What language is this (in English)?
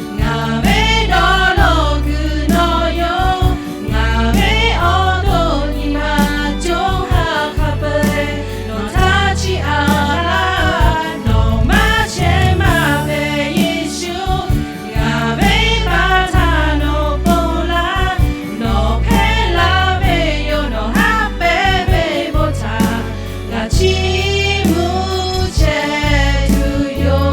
Lahu